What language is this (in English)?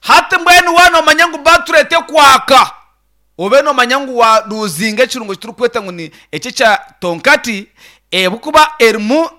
Nyankole